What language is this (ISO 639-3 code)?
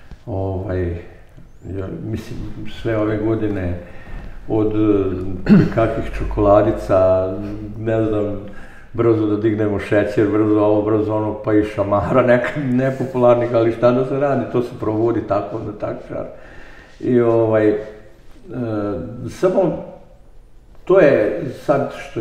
srp